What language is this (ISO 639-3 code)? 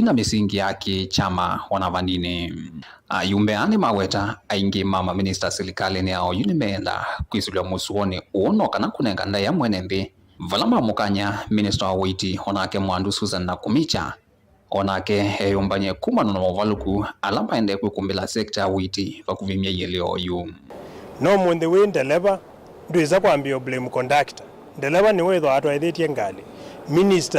kam